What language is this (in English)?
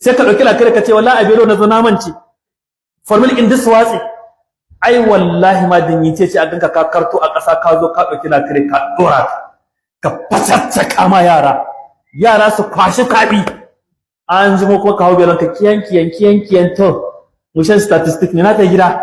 Hausa